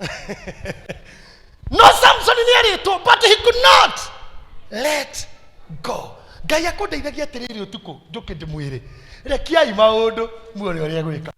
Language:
Kikuyu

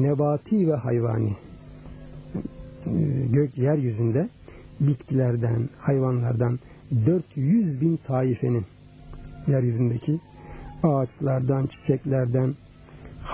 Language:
Turkish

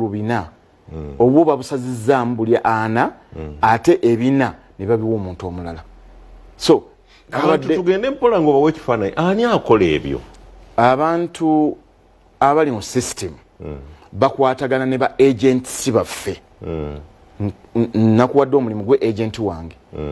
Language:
Ganda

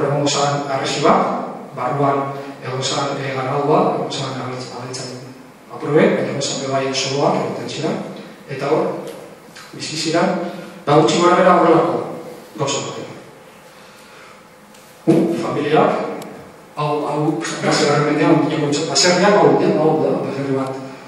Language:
Basque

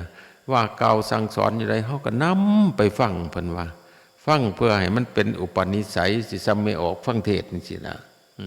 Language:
Northeastern Thai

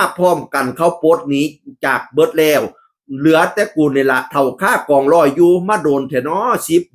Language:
Northeastern Thai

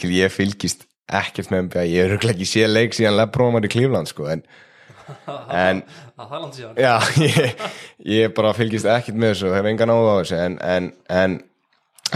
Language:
Icelandic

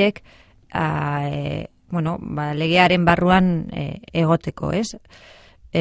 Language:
Basque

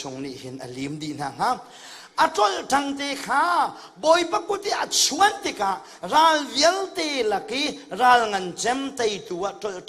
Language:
Hakha Chin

